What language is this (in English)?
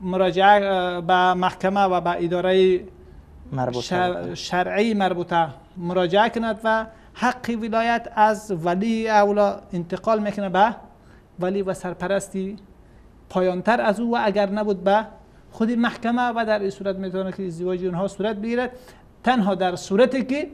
Persian